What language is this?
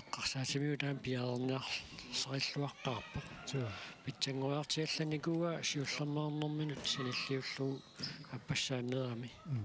Kalaallisut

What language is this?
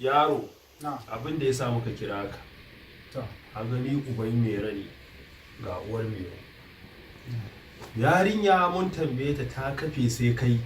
Hausa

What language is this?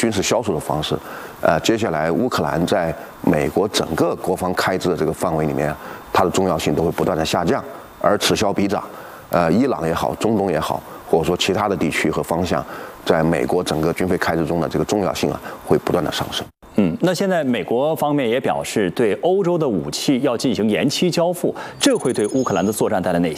Chinese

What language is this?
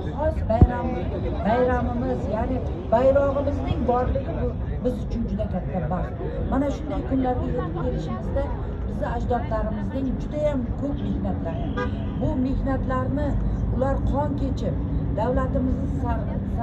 Uzbek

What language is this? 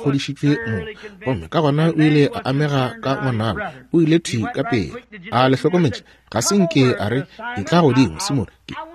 Northern Sotho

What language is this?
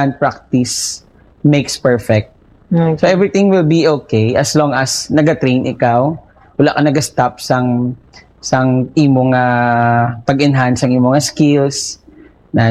Hiligaynon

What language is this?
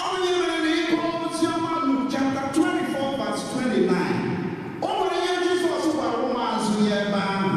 Igbo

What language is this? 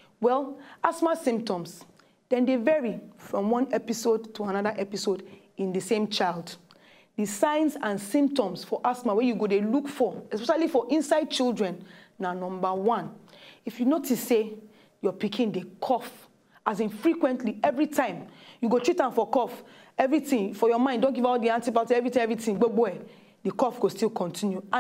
Nigerian Pidgin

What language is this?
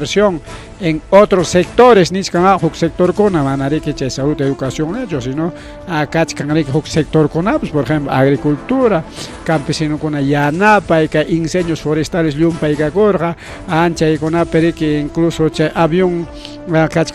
Ayacucho Quechua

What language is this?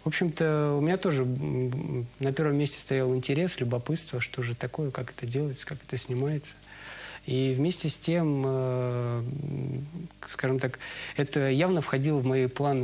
Russian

